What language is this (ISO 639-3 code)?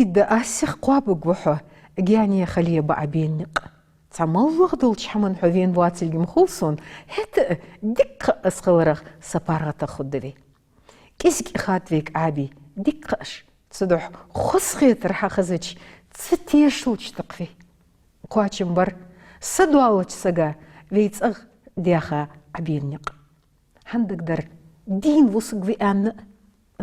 inh